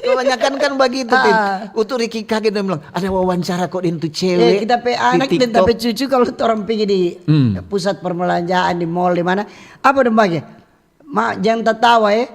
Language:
Manado Malay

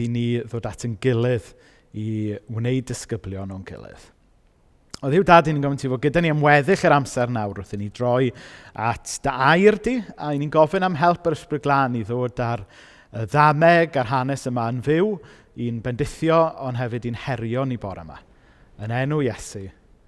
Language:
Welsh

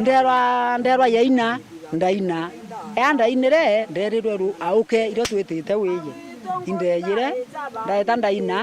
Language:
Meru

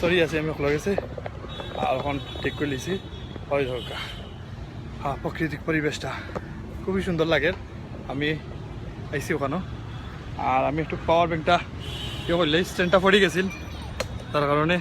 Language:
Sylheti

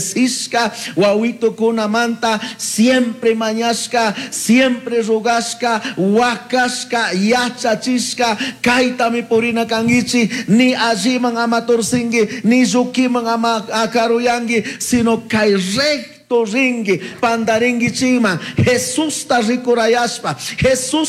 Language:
Chimborazo Highland Quichua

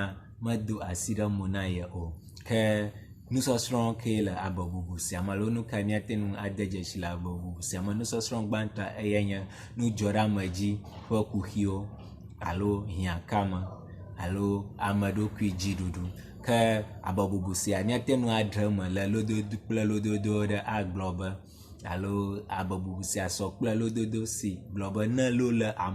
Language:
Ewe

